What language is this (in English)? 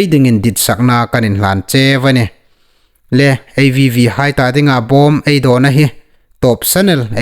Hmar